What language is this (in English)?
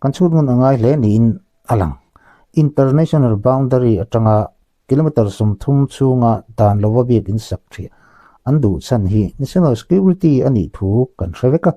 Mizo